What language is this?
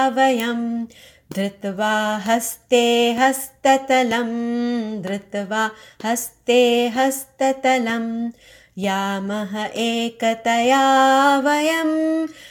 Sanskrit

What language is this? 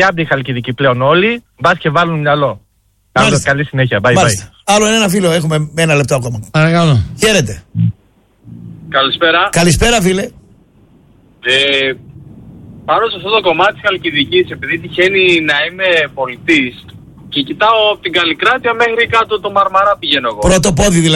Greek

